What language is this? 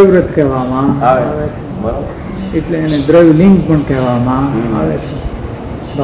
Gujarati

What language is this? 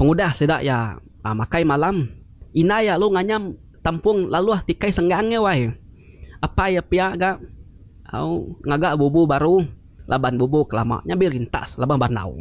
Iban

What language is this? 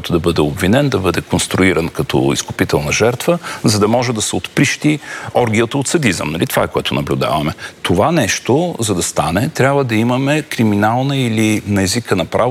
Bulgarian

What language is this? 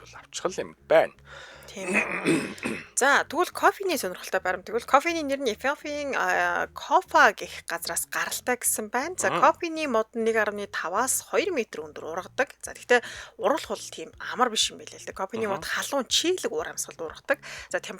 Mongolian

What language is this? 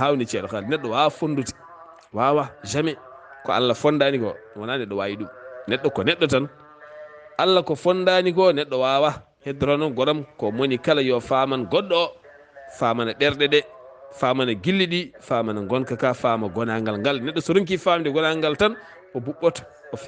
Fula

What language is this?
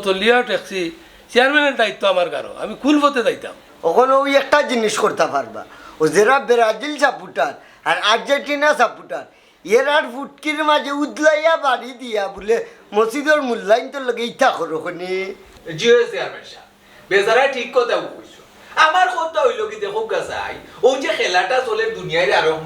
Sylheti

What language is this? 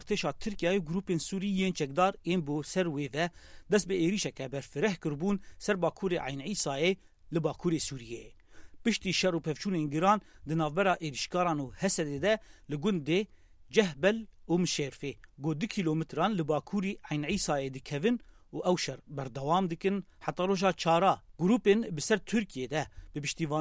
Kurdish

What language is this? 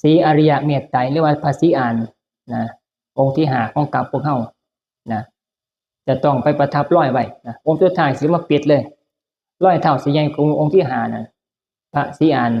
Northeastern Thai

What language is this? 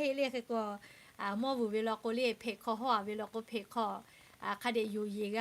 Lahu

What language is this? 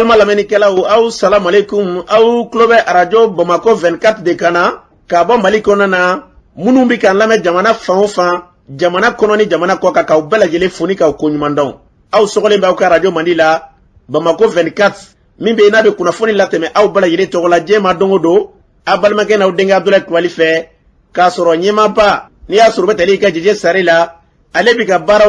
Bambara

